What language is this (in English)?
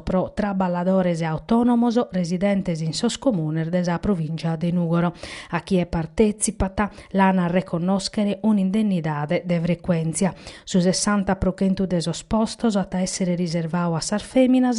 Sardinian